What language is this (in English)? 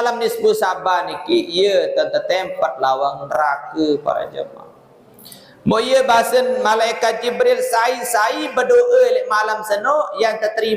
Sasak